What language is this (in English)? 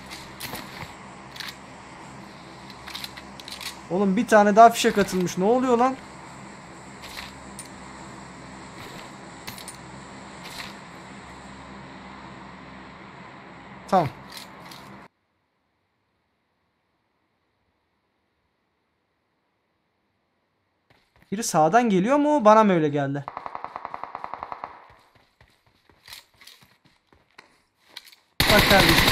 Turkish